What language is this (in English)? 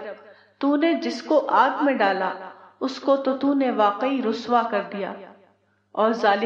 Urdu